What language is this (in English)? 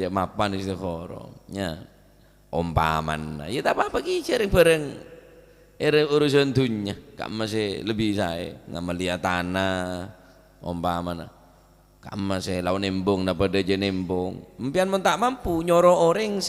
Madurese